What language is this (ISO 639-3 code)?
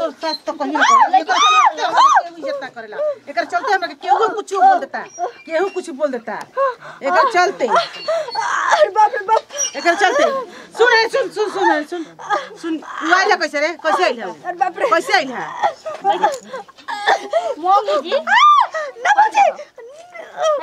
bho